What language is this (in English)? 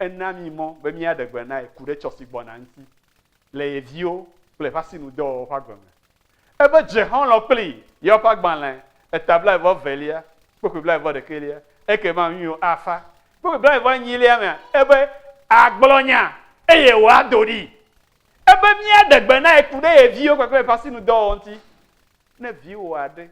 Ewe